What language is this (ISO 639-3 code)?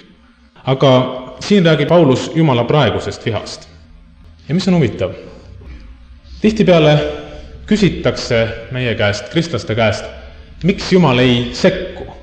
est